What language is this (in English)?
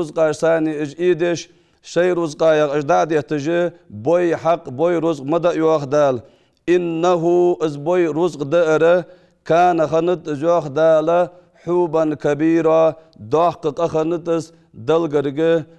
Ingush